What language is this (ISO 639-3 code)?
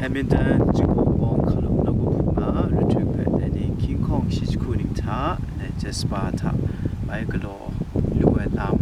kac